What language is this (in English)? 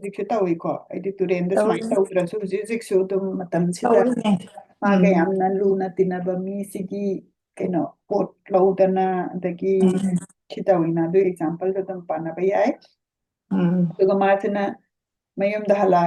Manipuri